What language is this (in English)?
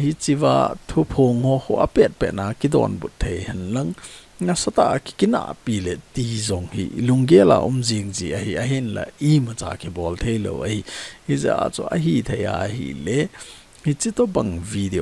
Thado Chin